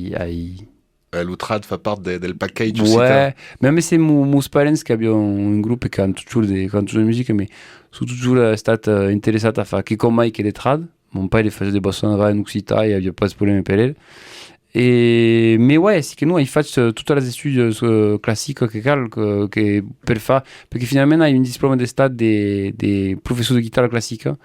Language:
Occitan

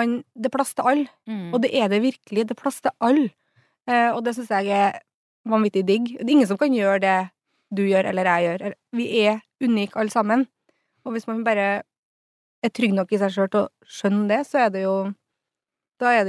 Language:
Norwegian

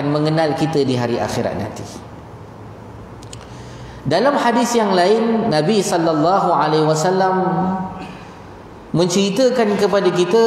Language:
Malay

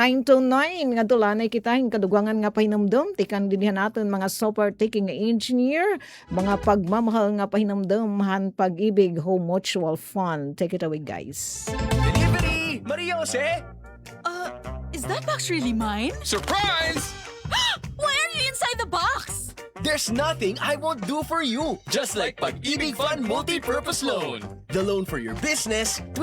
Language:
Waray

